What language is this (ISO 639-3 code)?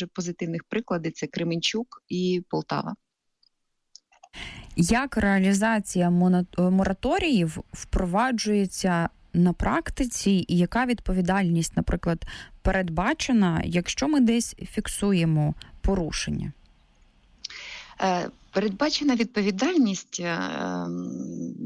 ukr